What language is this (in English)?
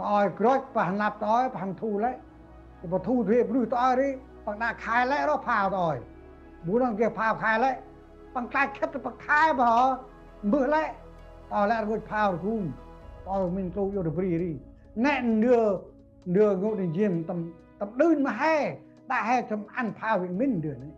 Central Mnong